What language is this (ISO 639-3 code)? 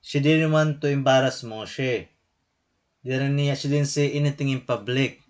war